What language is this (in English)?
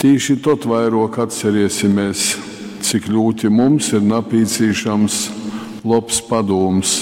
Latgalian